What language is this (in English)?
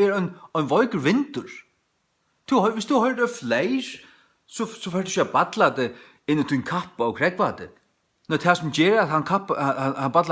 Faroese